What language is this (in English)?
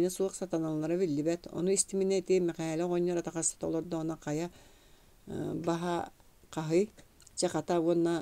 Yakut